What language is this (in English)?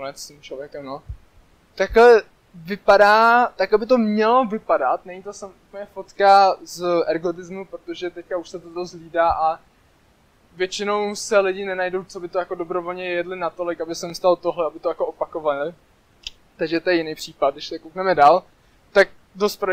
Czech